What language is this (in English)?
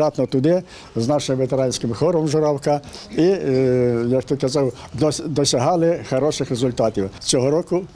Ukrainian